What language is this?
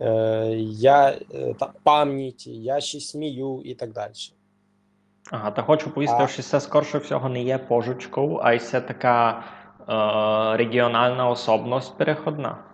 Rusyn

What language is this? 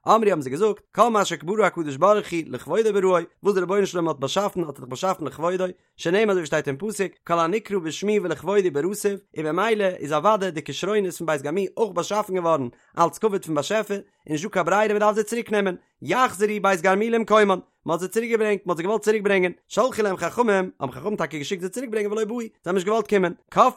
Yiddish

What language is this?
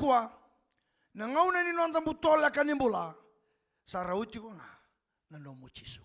Fijian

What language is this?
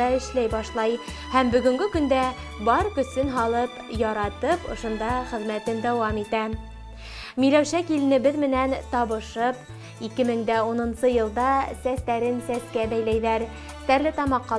Bashkir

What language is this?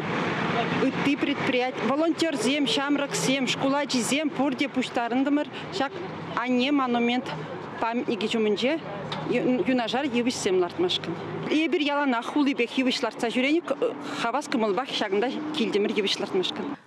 Chuvash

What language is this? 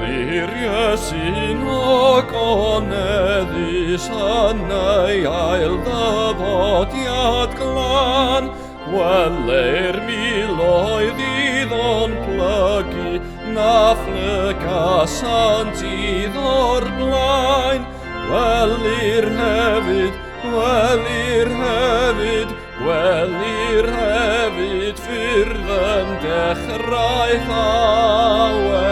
Welsh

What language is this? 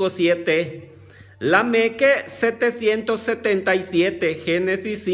Yucateco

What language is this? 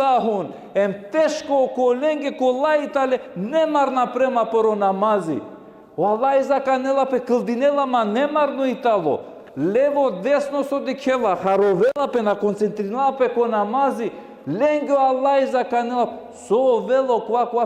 Balkan Romani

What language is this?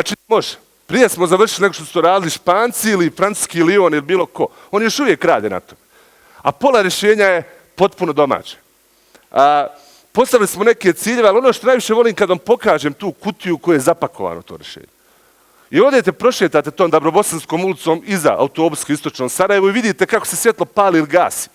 Bosnian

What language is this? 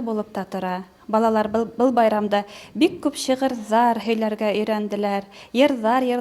Bashkir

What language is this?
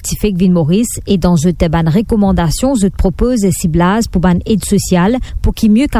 Morisyen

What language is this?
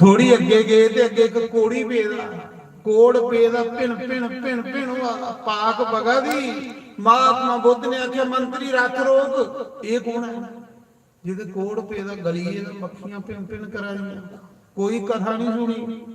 Dogri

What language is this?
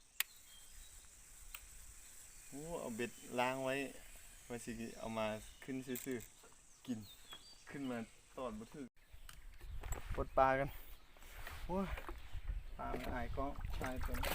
Lao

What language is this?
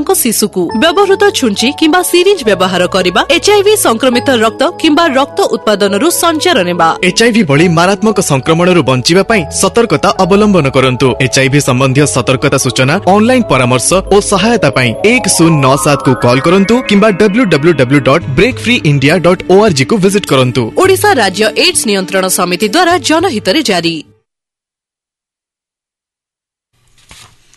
Odia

